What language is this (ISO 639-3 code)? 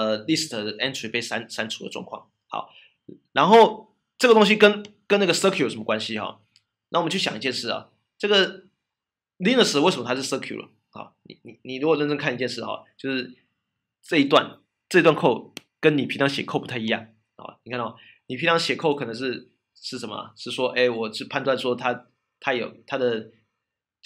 zho